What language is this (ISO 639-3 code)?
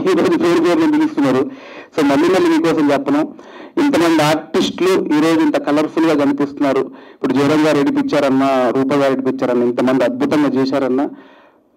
tel